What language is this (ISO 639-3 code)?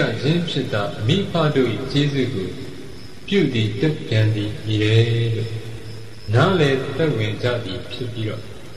mya